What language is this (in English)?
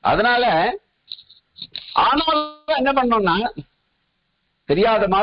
Tamil